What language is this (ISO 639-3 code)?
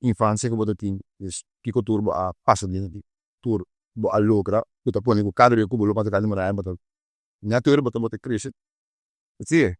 pap